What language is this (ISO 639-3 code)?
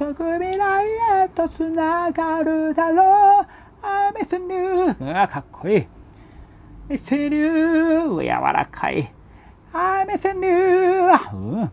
jpn